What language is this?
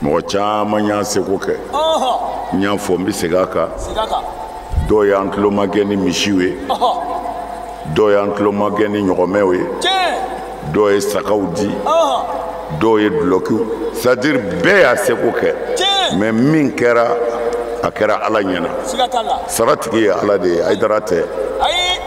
Bambara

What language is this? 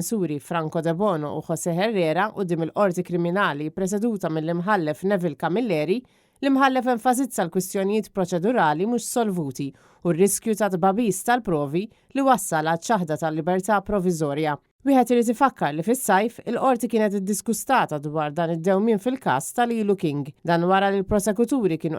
Maltese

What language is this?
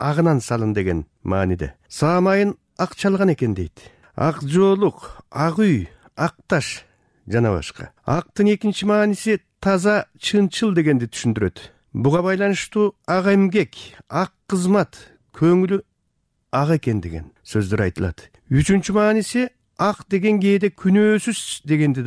Kyrgyz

